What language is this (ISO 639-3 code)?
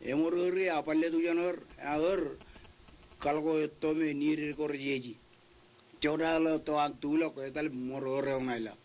mah